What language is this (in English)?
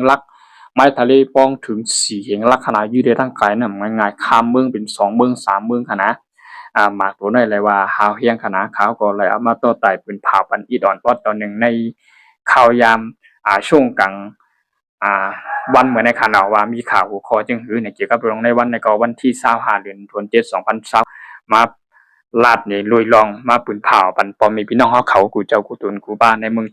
Shan